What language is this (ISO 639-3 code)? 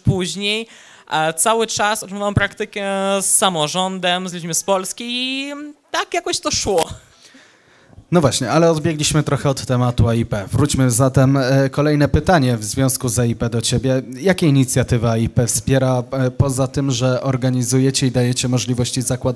pol